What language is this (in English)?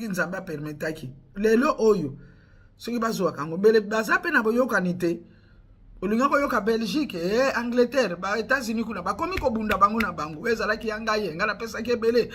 Lingala